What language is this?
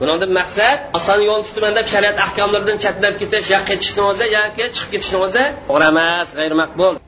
Uyghur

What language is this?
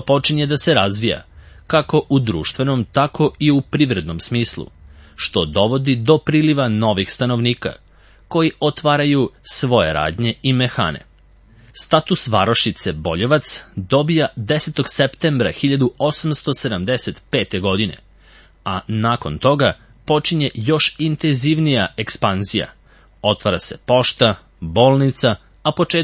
Serbian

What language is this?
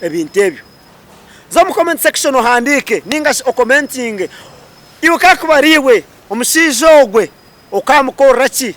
Nyankole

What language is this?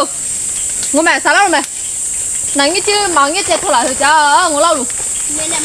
Lahu Shi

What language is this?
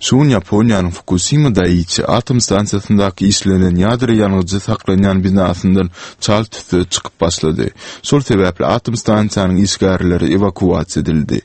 Turkmen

